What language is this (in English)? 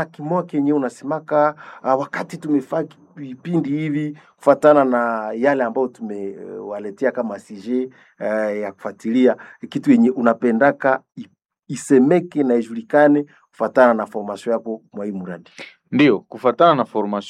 Swahili